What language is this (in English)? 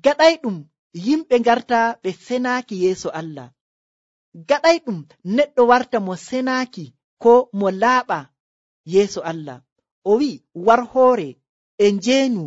Nigerian Fulfulde